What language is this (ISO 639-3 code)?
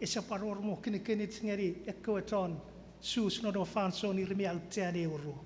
chk